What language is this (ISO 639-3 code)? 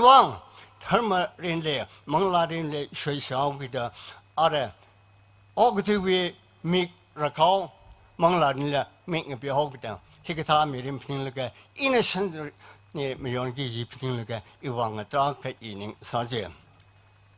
nmf